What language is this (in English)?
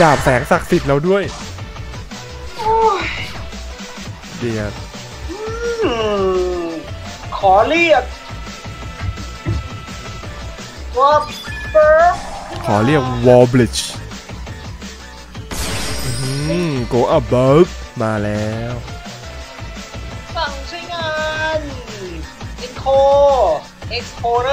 Thai